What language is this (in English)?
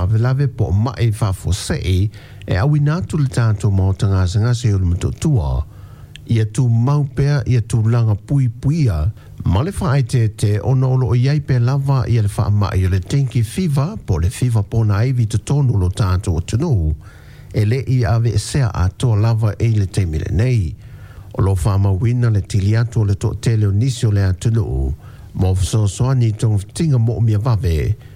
Samoan